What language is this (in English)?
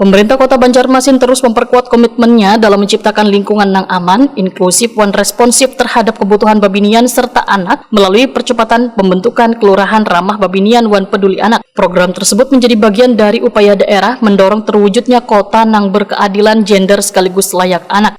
Banjar